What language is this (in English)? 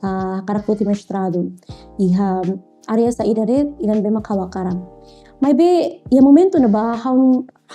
Tetum